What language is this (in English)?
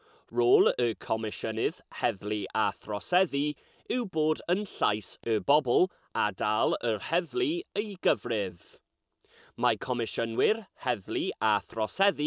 Welsh